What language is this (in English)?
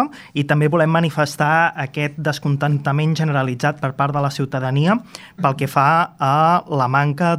Catalan